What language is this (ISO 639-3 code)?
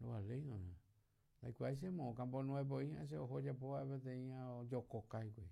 grn